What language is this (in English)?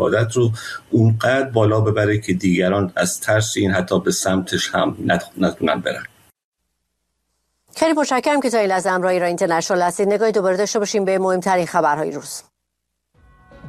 Persian